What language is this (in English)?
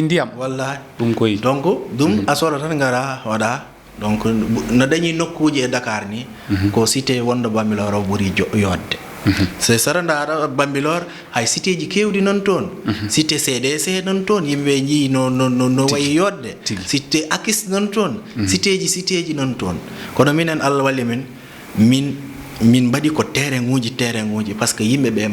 Fula